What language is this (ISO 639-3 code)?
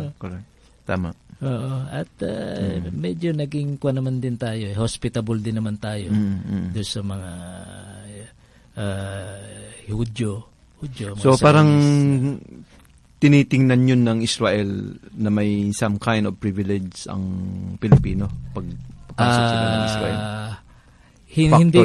fil